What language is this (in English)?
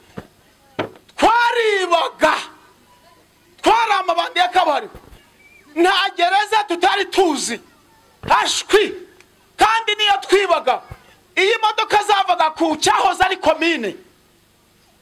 Kinyarwanda